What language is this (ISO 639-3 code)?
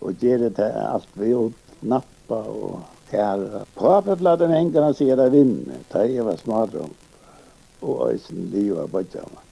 fao